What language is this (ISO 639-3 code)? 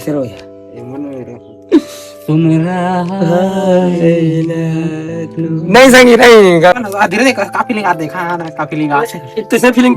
hne